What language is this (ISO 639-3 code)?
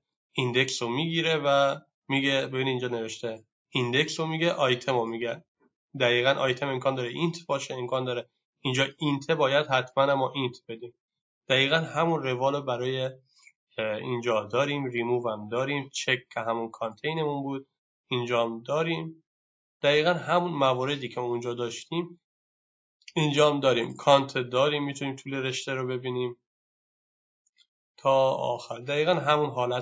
fas